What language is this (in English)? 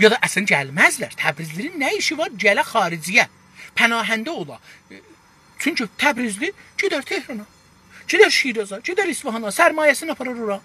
South Azerbaijani